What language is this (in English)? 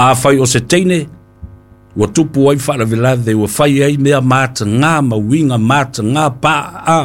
Samoan